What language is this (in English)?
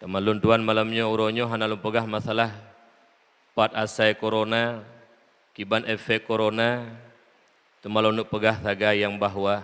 Achinese